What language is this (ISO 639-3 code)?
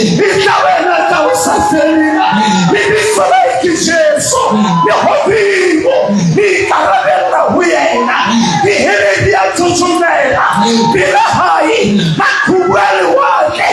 sot